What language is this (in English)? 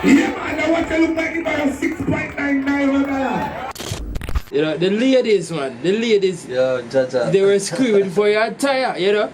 Jamaican Creole English